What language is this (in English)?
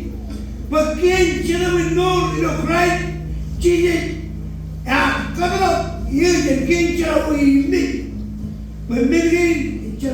Marshallese